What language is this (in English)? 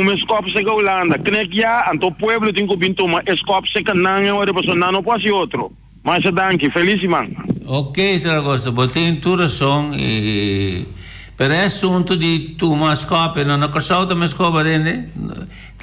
Papiamento